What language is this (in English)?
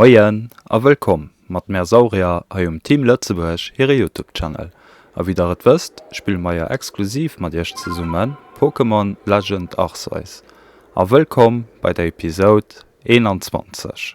Luxembourgish